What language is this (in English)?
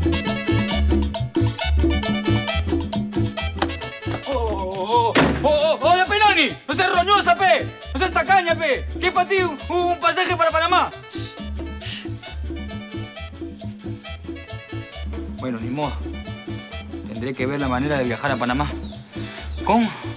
Spanish